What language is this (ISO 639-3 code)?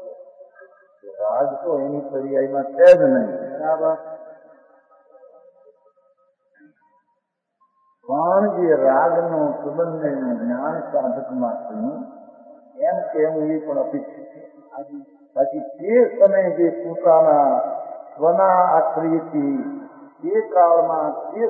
guj